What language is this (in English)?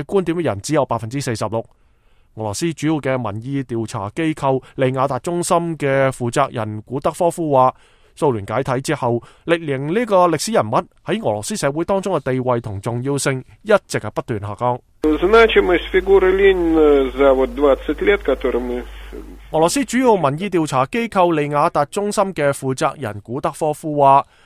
Cantonese